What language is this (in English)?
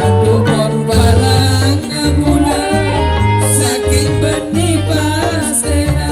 Madurese